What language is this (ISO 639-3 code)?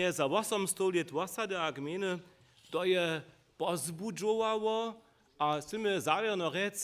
hsb